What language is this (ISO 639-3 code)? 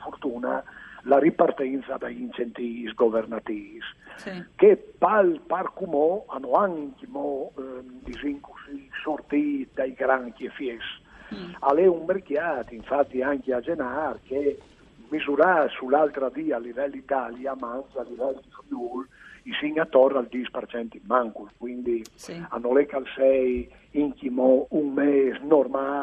fur